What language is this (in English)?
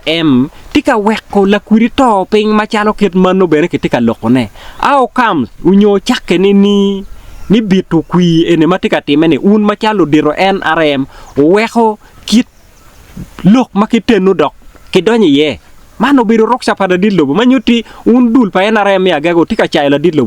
Acoli